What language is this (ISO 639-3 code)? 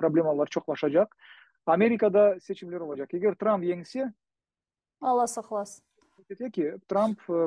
crh